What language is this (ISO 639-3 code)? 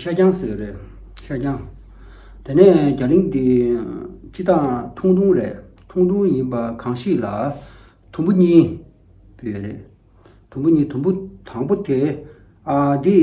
bod